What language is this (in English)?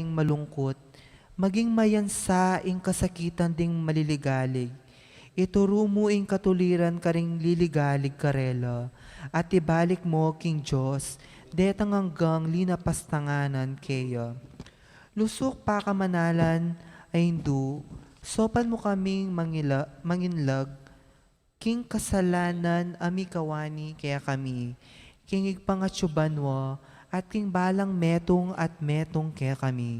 Pampanga